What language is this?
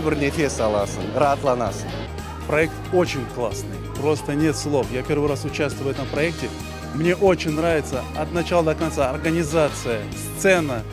Crimean Tatar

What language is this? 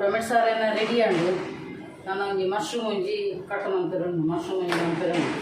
Tulu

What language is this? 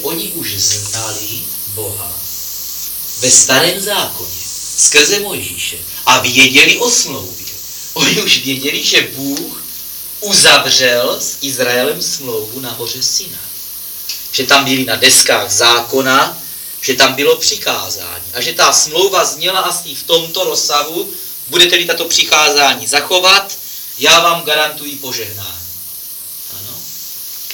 Czech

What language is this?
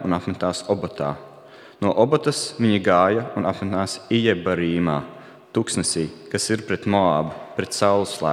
Latvian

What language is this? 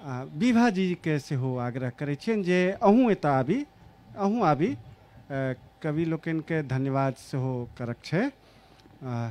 Maithili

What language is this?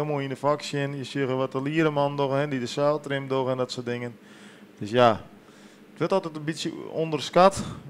Western Frisian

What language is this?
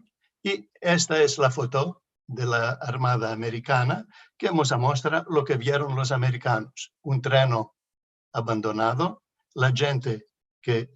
Ladino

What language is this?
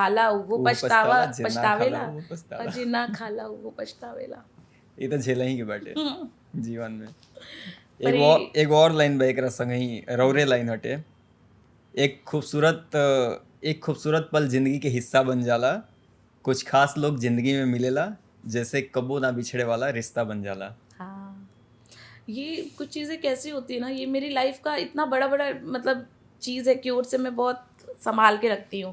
Bhojpuri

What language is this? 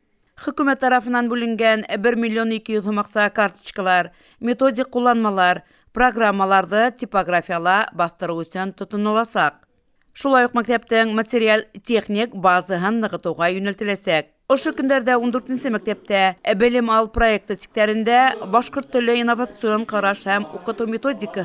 Bashkir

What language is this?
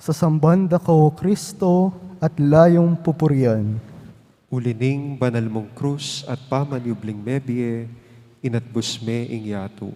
Pampanga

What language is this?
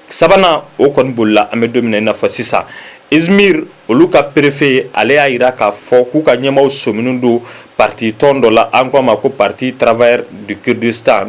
Bambara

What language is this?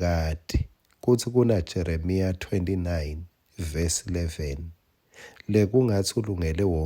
Swati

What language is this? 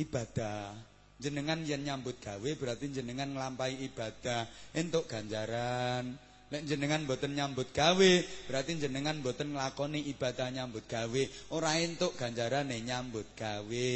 Javanese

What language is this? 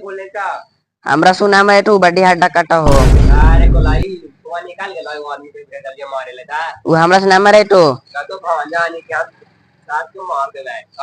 Magahi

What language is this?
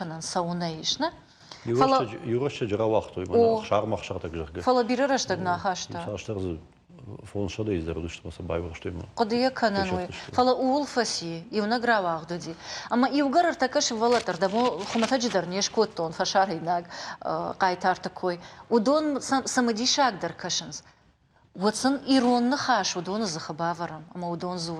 Ossetic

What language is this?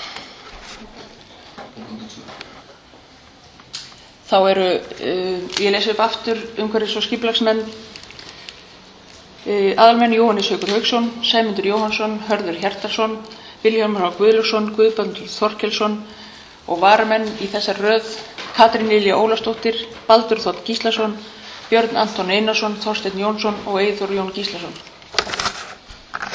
Icelandic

